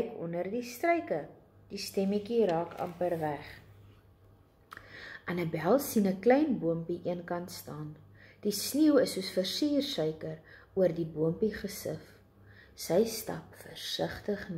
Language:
Afrikaans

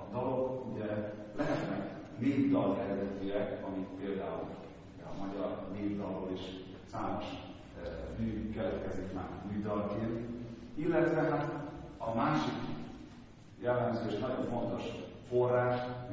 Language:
Hungarian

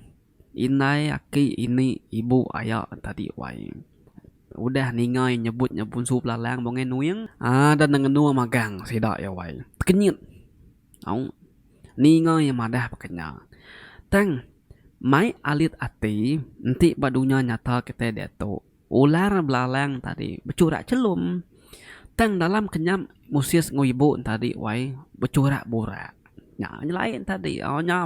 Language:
Iban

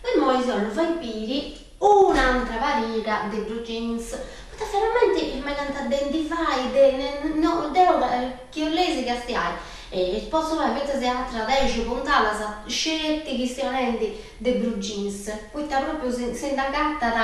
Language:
Sardinian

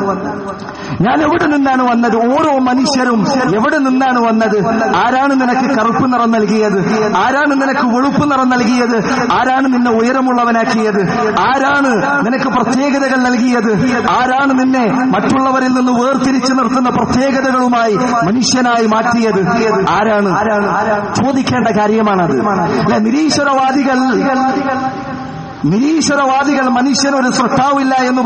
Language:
Malayalam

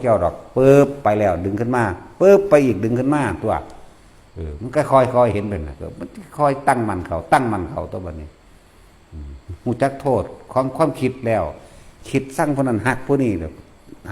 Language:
Northeastern Thai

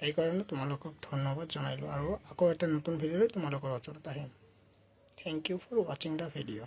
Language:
Assamese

